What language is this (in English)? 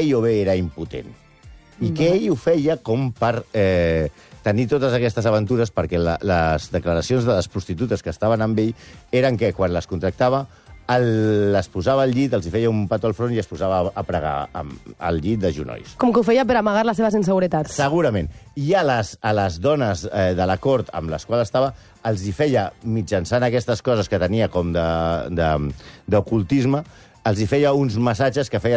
Catalan